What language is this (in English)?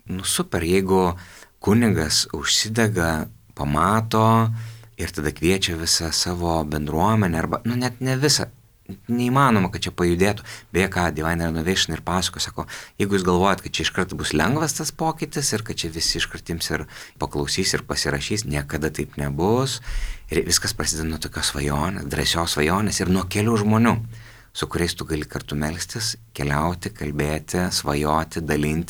Lithuanian